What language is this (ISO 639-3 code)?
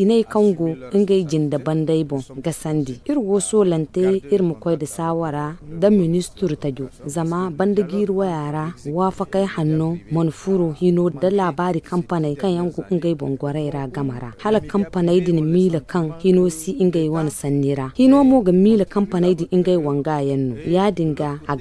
dje